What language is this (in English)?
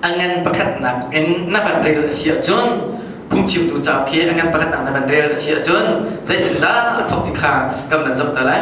Hakha Chin